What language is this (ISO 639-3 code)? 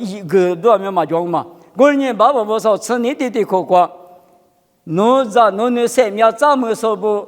lis